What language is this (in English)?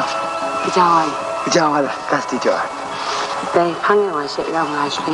Kachin